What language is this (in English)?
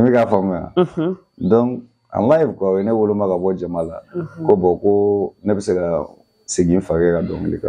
Bambara